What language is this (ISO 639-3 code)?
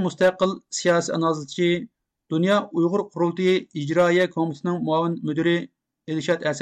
uig